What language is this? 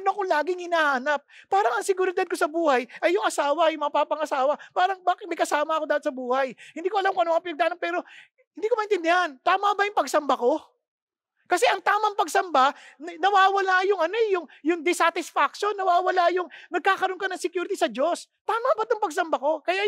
Filipino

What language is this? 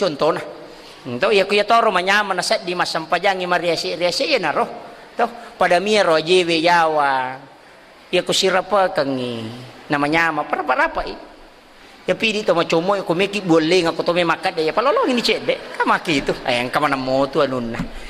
Buginese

